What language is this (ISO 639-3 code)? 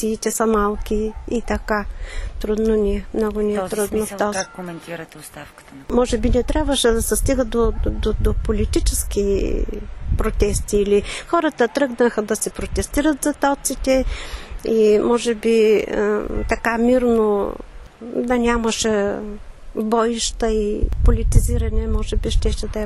bul